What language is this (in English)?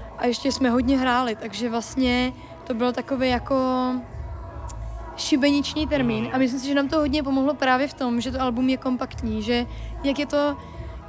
Czech